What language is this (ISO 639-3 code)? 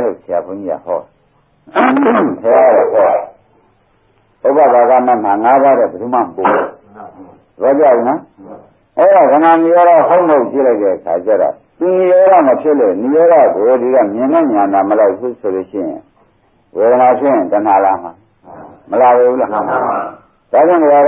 mya